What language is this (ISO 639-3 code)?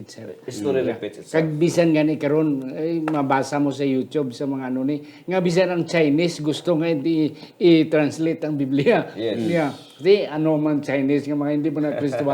hil